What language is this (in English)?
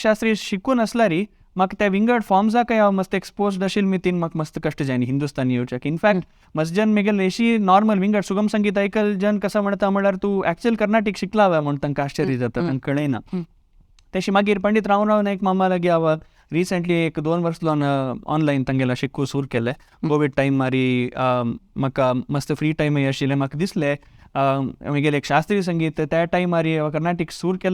Konkani